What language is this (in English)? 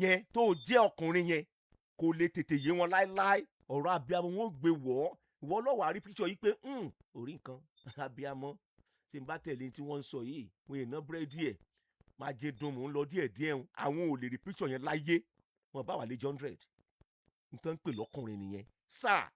Yoruba